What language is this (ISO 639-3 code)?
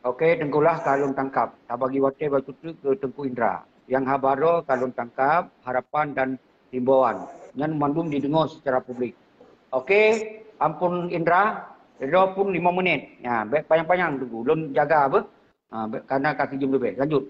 ace